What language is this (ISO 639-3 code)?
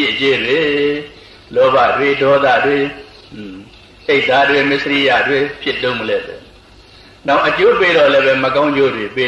mya